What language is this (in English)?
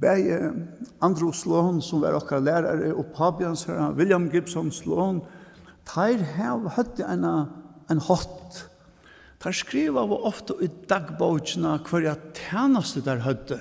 Faroese